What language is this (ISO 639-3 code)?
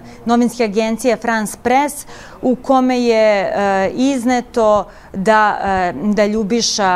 srp